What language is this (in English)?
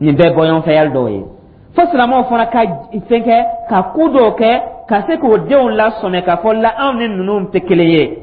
Dyula